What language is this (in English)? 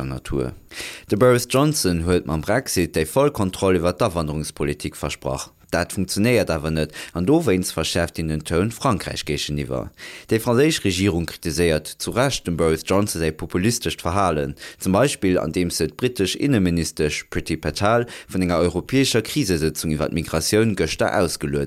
Luxembourgish